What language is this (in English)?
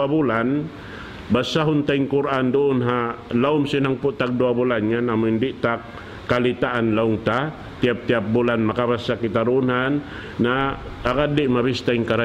Tausug